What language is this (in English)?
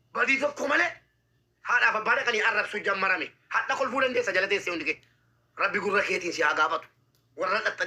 Oromo